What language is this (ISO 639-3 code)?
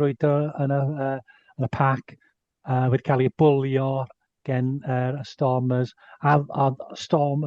cym